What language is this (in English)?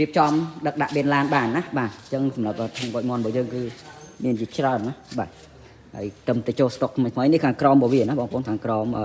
Khmer